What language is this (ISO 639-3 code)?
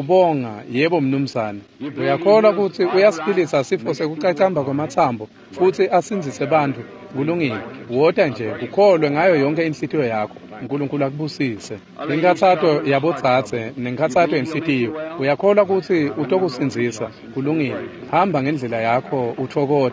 ssw